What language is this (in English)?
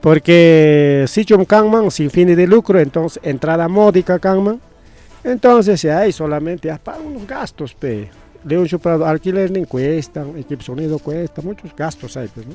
Ayacucho Quechua